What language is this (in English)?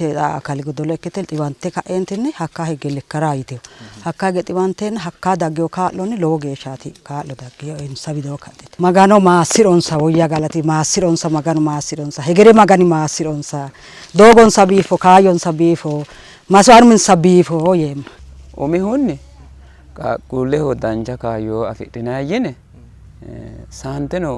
Sidamo